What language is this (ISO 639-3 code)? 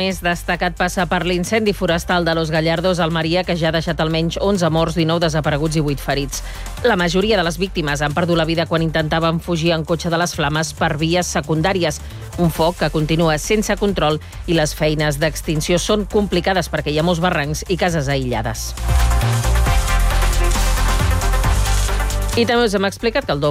cat